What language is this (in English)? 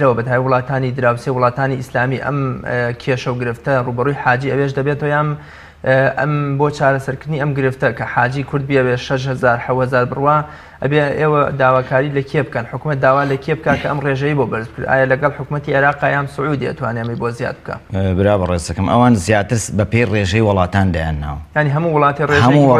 Central Kurdish